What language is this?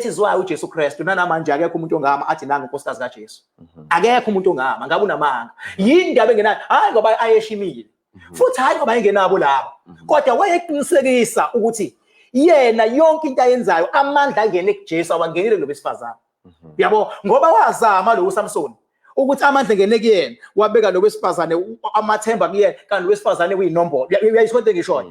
Zulu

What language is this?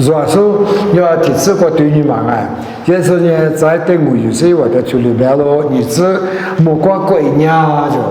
Lisu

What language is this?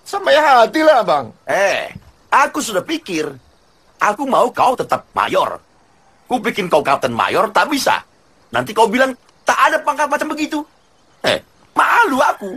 Indonesian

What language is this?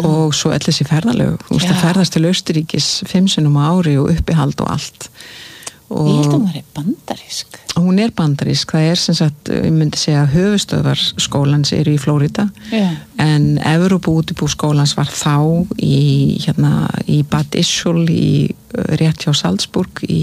Icelandic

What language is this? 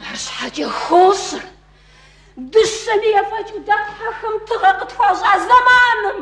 Kabardian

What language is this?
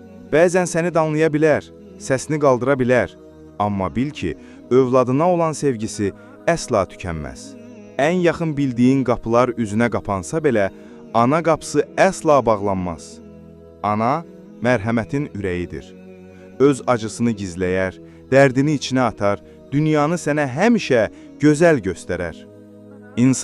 Azerbaijani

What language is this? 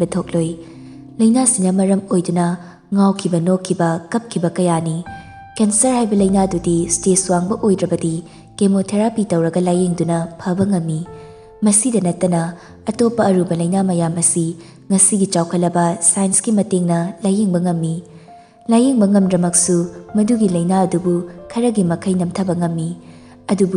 Manipuri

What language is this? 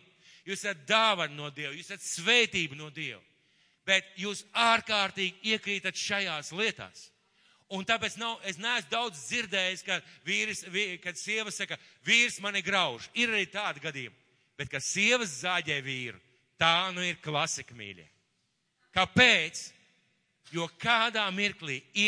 Latvian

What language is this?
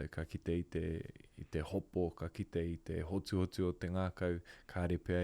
Māori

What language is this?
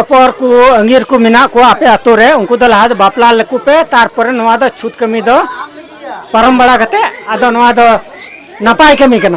Santali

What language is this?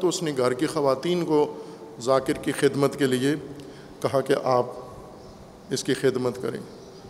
Urdu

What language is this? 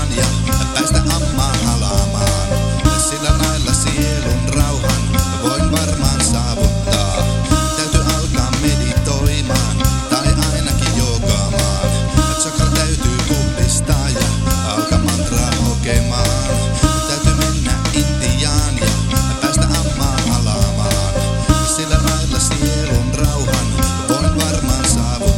Finnish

